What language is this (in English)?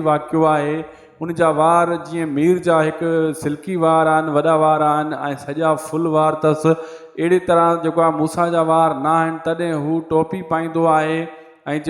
Sindhi